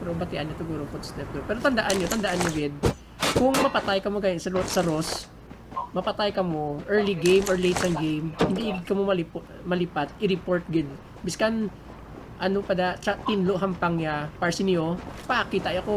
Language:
Hiligaynon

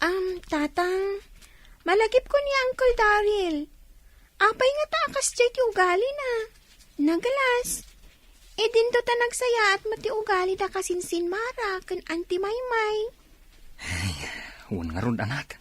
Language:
Iloko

